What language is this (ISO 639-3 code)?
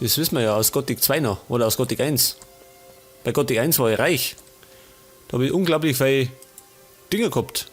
bar